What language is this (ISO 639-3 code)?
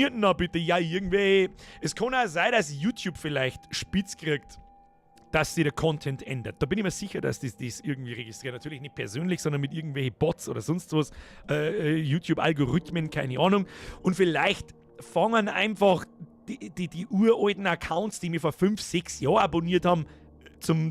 bar